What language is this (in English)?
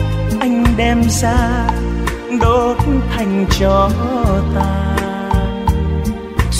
Vietnamese